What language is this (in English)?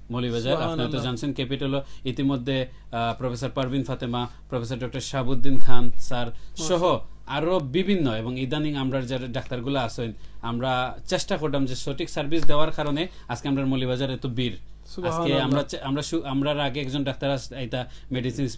Sylheti